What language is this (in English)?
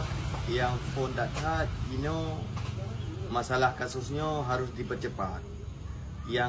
Achinese